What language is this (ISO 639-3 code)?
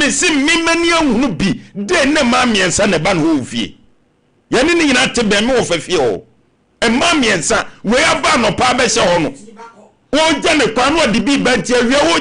aka